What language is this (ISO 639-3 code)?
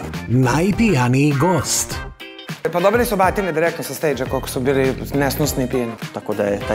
srp